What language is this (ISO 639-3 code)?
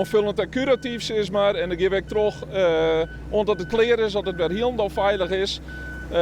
fry